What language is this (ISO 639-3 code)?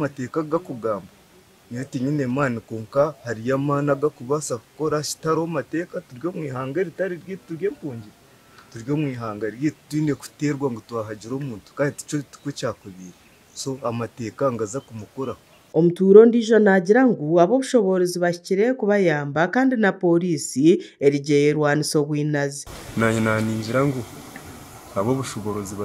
nyn